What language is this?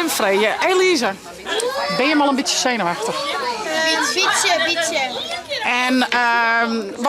Western Frisian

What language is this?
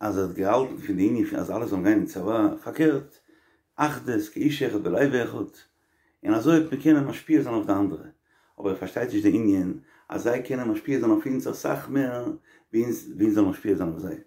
Yiddish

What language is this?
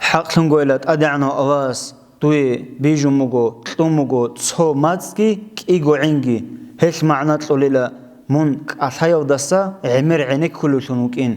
Avaric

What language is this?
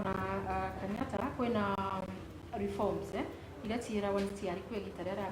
Meru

